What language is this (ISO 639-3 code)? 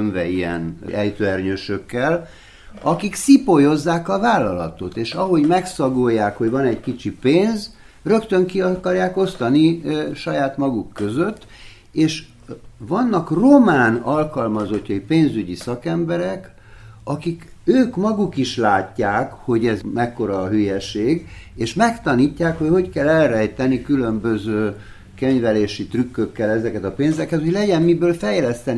hun